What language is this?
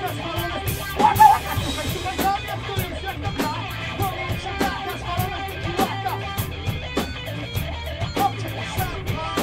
Polish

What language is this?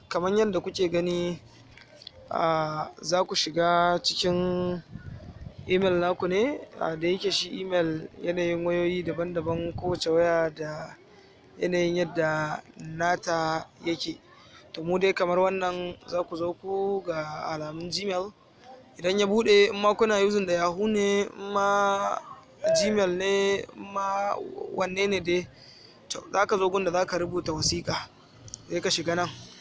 Hausa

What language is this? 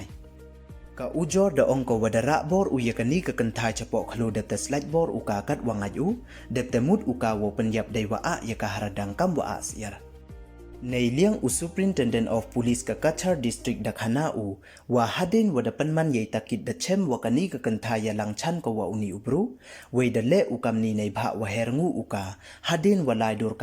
Pnar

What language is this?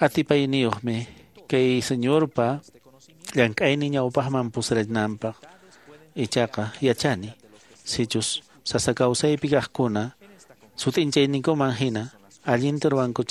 Quechua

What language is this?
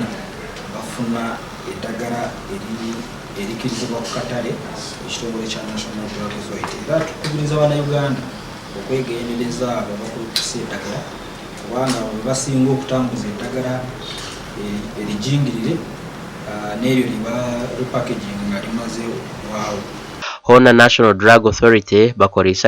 Nyankole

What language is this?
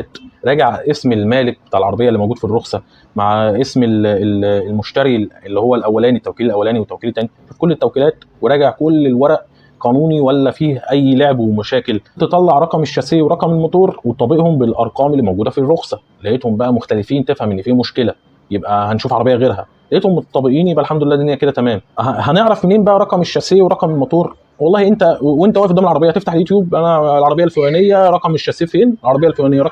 Egyptian Arabic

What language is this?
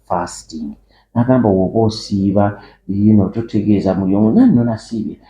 Ganda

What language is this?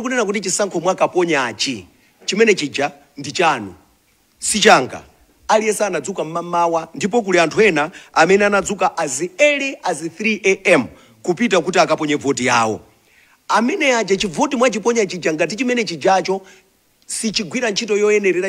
Nyanja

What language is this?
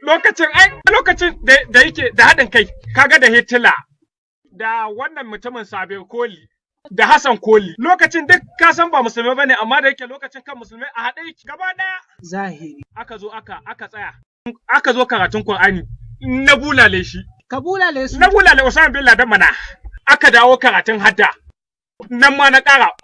Hausa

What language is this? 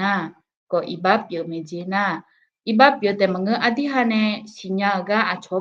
Akha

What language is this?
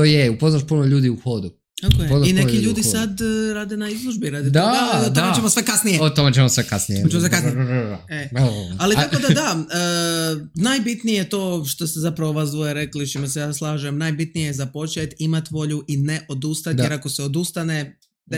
Serbian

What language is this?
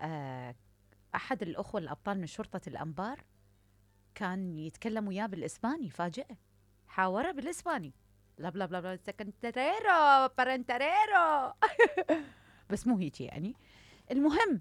Mesopotamian Arabic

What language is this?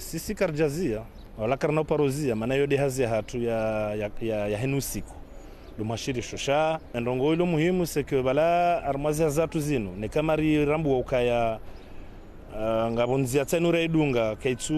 Ngazidja Comorian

